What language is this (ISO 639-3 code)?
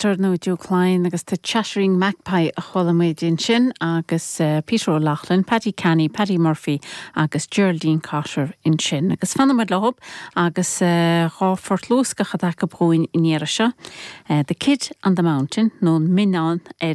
gle